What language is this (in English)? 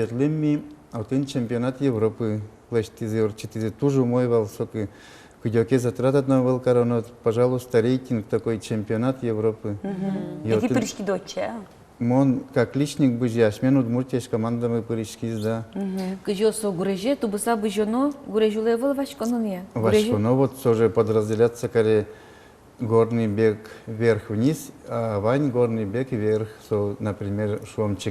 Udmurt